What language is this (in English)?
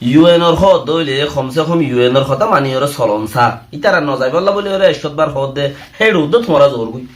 Rohingya